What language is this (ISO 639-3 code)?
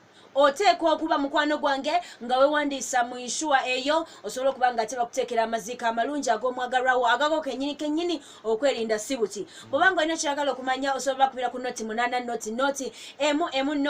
lug